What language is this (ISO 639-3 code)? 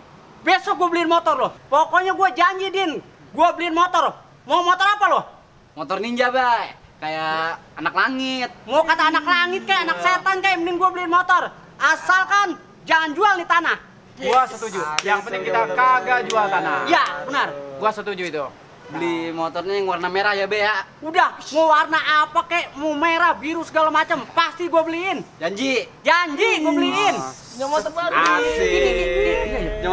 bew